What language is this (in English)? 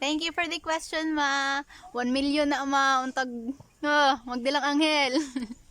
Cebuano